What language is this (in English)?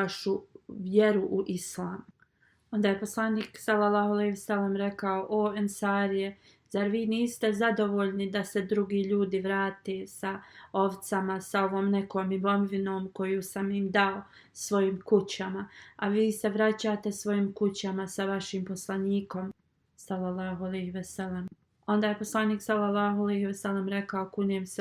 Bosnian